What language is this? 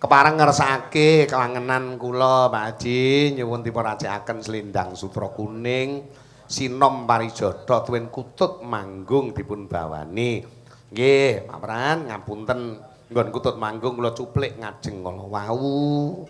Javanese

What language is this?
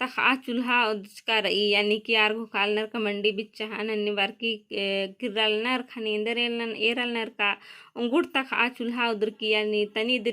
Kurukh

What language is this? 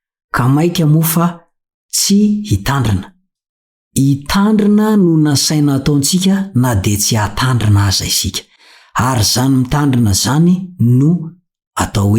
Malagasy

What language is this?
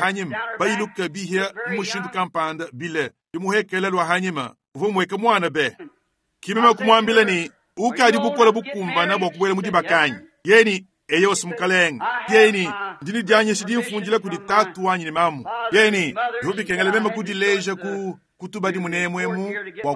Luba-Lulua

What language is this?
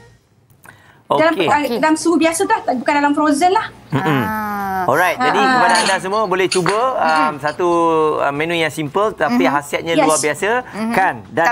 Malay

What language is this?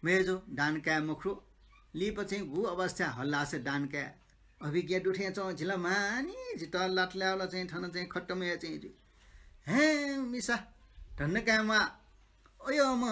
Newari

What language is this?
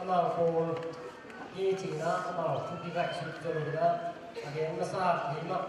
Tedim Chin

